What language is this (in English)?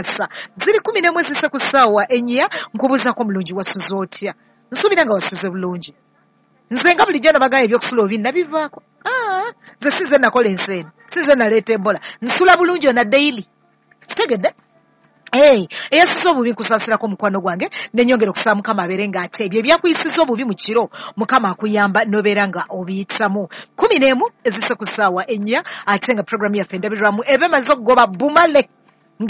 Ganda